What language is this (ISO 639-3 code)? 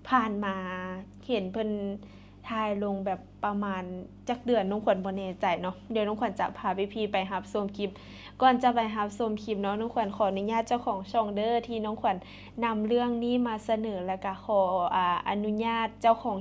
lao